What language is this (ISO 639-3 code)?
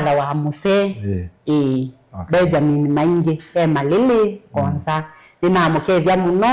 kam